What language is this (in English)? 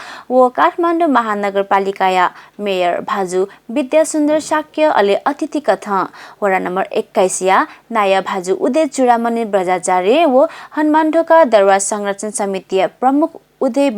Newari